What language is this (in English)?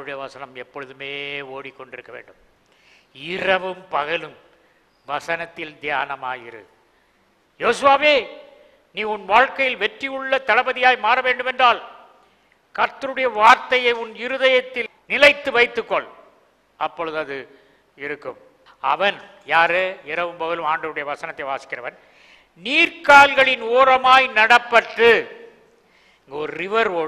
Tamil